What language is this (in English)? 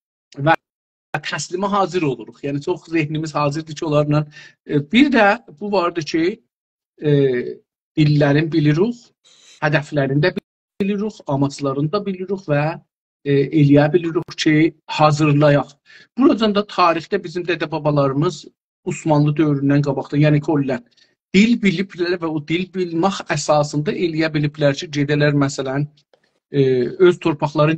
South Azerbaijani